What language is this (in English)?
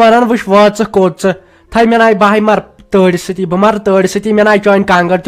Kashmiri